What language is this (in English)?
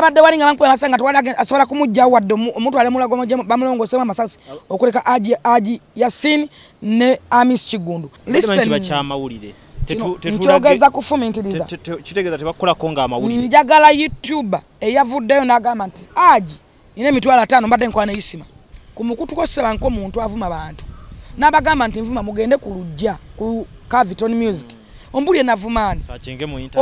Ganda